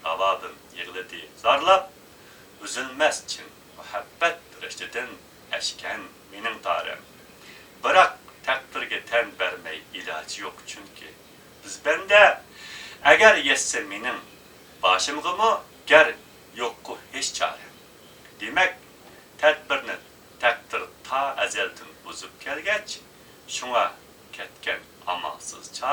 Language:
Uyghur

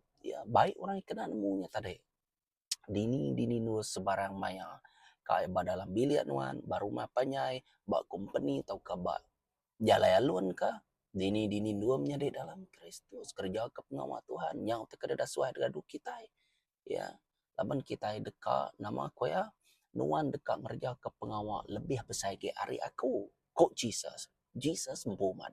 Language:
Iban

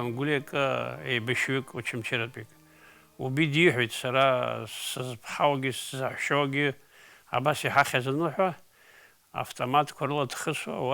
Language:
Abkhazian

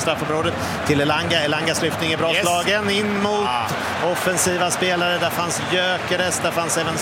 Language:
Swedish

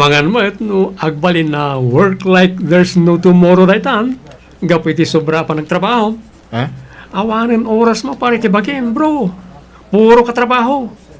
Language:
Iloko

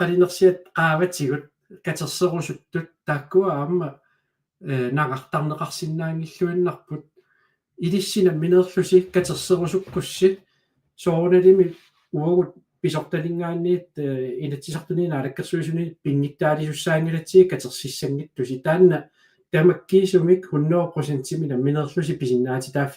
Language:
Kalaallisut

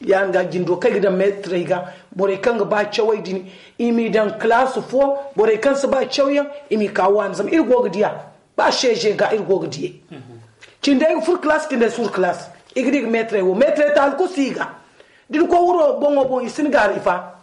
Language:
Zarma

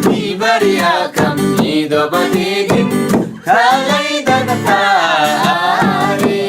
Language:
Eastern Tamang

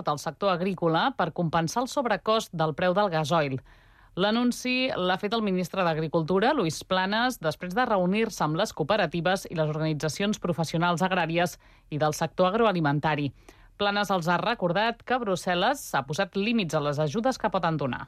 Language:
Catalan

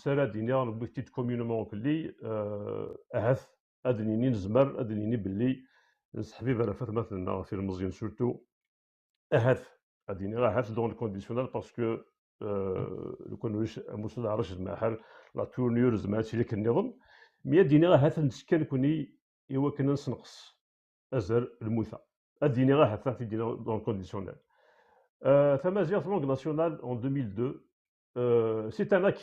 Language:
Kabyle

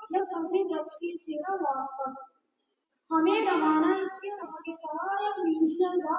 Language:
Baluchi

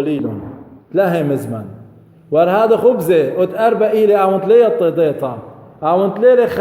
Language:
Assyrian Neo-Aramaic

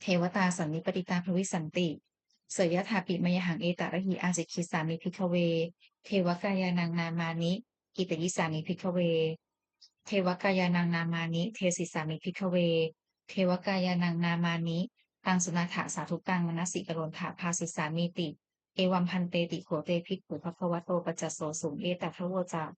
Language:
Pali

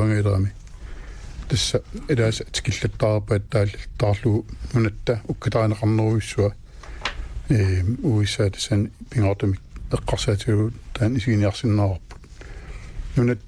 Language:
Kalaallisut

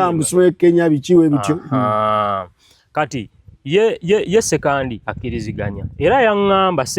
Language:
Ganda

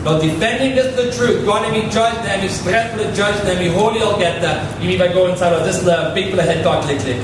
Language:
Tok Pisin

